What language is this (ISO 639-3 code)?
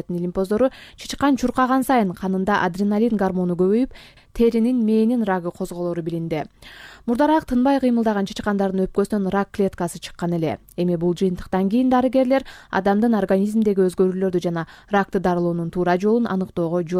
kir